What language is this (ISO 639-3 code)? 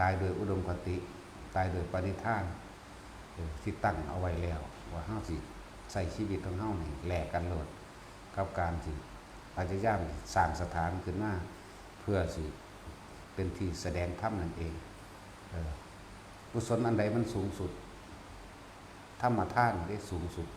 tts